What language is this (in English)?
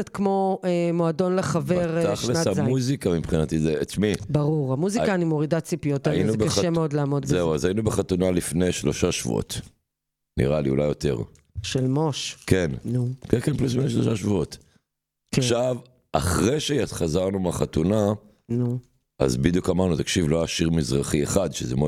Hebrew